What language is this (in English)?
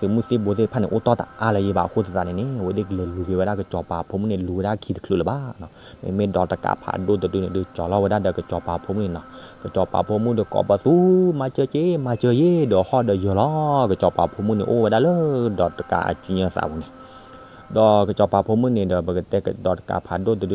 S'gaw Karen